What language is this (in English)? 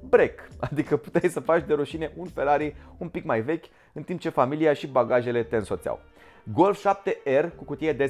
Romanian